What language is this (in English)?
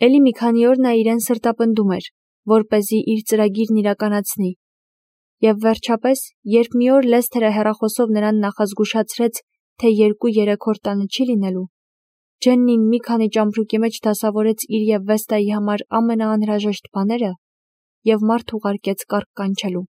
Armenian